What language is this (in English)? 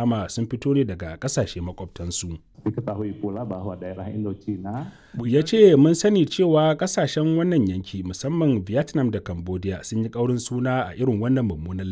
Hausa